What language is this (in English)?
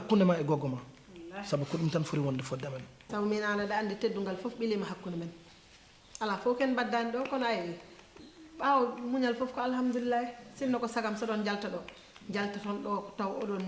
Fula